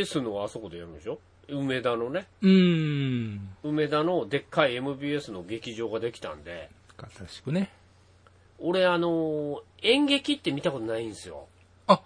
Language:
Japanese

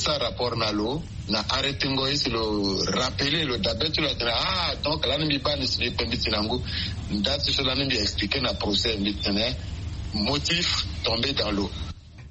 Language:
Sango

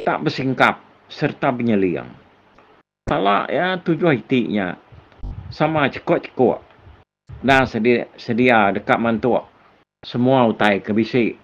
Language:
Iban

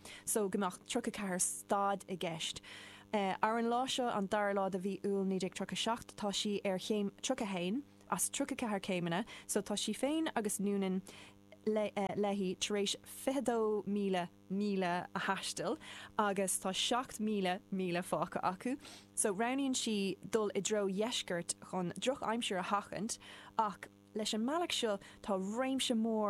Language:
Irish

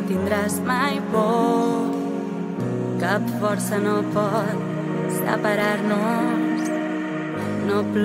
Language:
Catalan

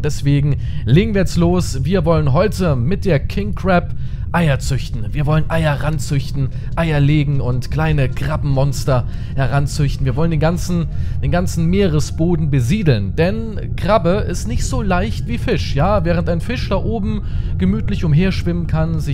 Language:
German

